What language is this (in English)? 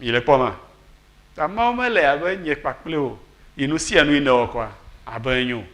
Ewe